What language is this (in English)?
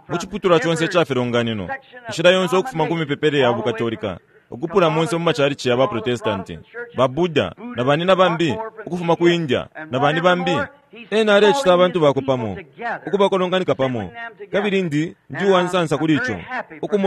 Bemba